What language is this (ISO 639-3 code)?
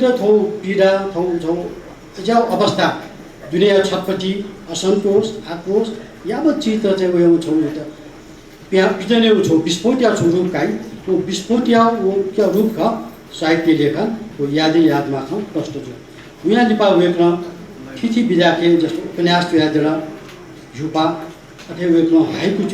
new